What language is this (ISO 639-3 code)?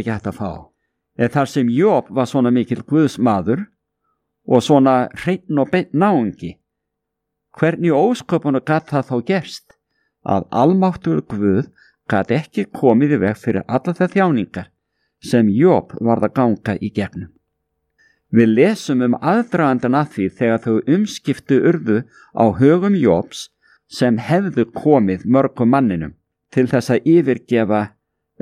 isl